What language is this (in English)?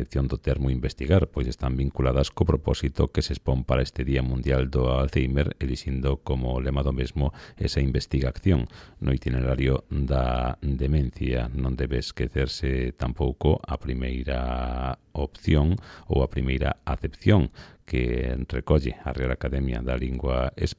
Galician